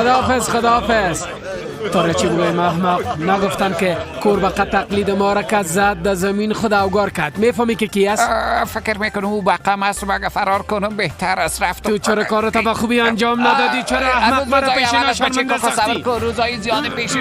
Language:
Persian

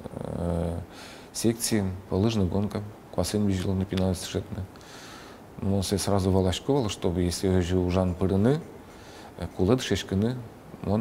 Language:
Udmurt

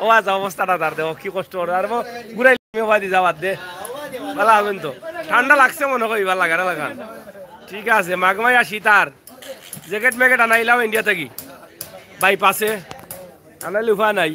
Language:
Sylheti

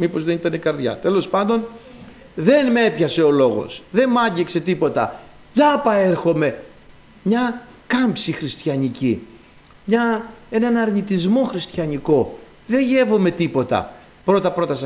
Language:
Greek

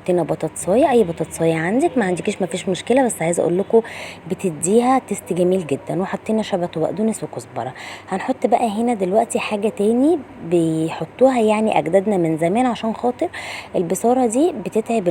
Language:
Egyptian Arabic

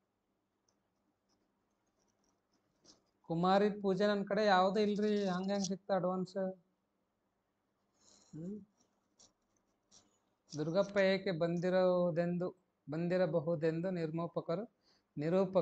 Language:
Kannada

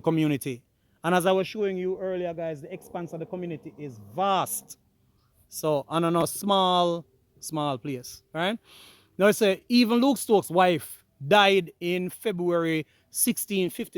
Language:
Jamaican Creole English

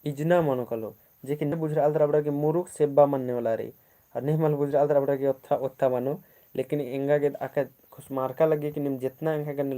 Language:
Kurukh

